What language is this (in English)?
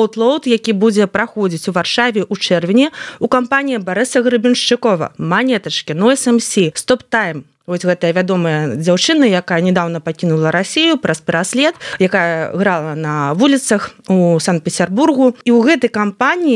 Belarusian